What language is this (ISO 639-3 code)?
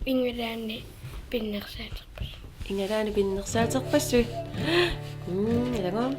kal